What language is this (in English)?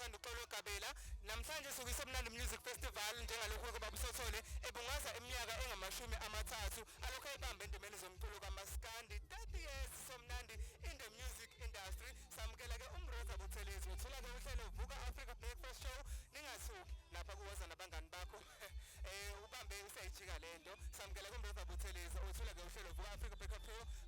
Zulu